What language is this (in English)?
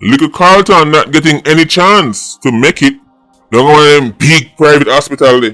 Jamaican Creole English